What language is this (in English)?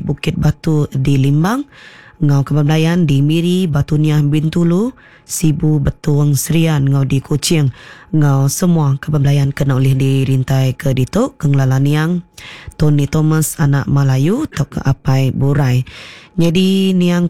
Iban